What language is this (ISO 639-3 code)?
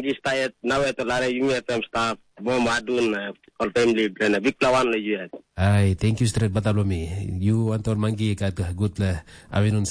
tpi